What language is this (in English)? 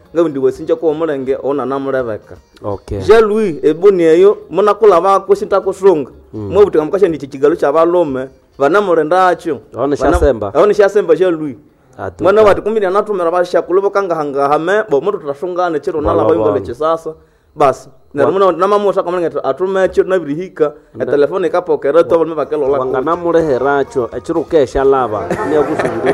Nande